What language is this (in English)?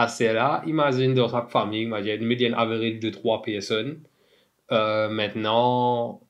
Morisyen